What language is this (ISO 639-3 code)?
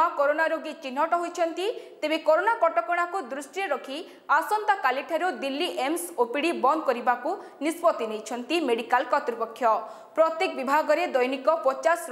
ori